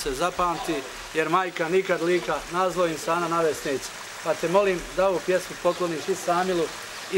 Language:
Bosnian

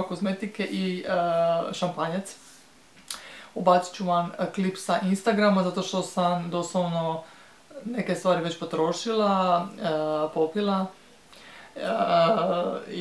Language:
Croatian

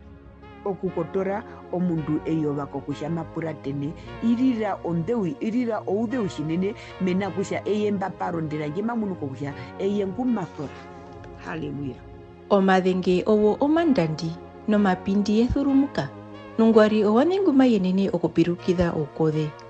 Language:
Herero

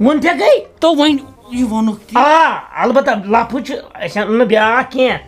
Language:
Kashmiri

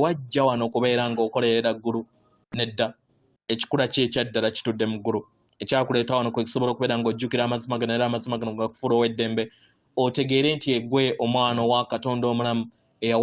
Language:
Ganda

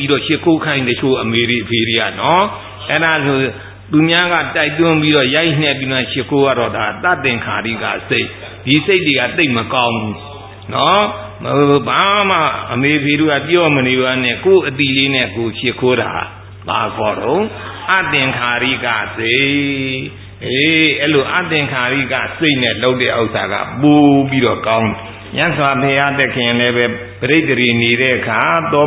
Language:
Burmese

